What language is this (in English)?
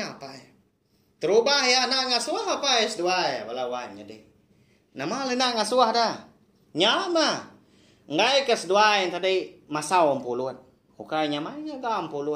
Iban